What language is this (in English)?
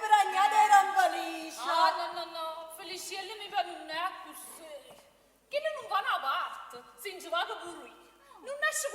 Neapolitan